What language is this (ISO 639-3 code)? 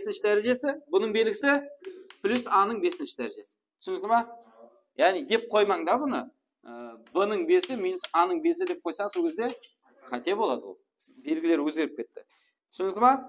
kaa